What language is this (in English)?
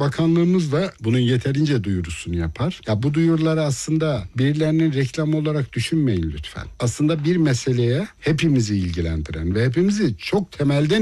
Turkish